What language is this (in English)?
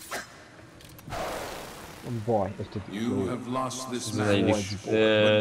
Hungarian